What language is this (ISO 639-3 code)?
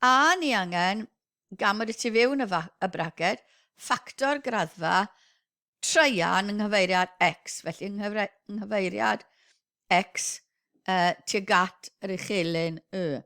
cym